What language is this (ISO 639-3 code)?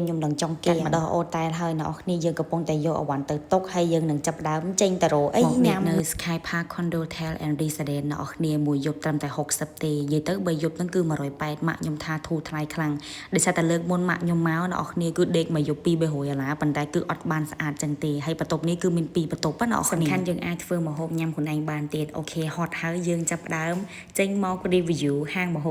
khm